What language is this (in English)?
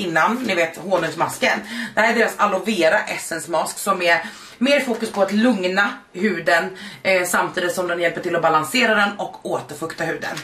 Swedish